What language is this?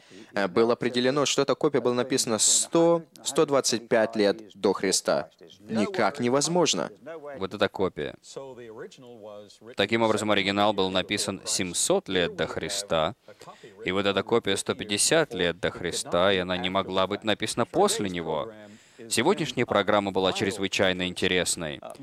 Russian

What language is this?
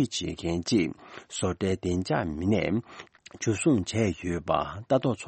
Tibetan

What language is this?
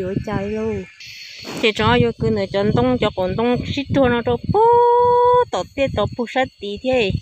Hmong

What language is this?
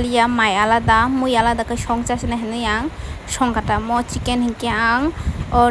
Kok Borok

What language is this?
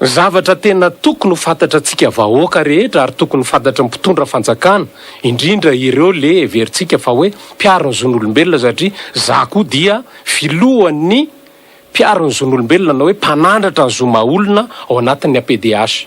Malagasy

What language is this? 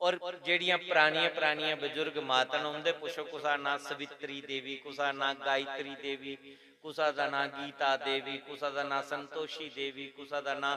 Dogri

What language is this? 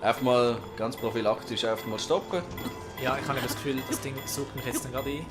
Swiss German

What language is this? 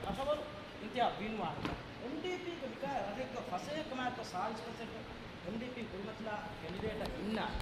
Divehi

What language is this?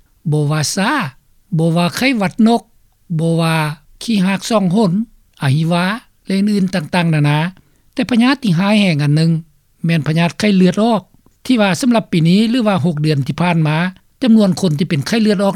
Lao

